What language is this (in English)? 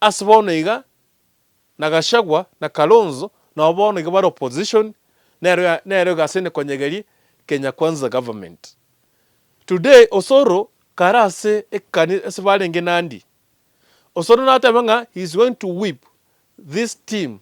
Gusii